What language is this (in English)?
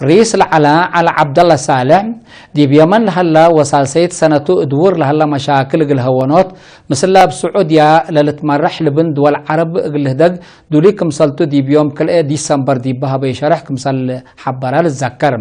Tigre